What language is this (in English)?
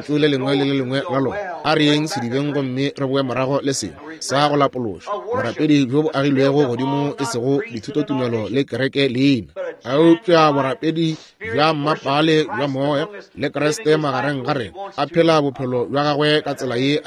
Northern Sotho